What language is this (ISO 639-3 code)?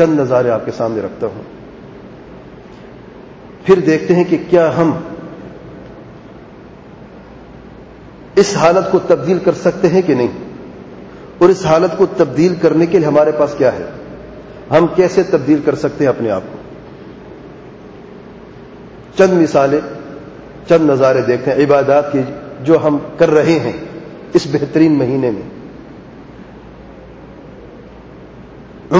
urd